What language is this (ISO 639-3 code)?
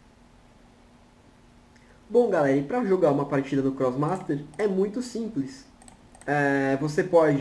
por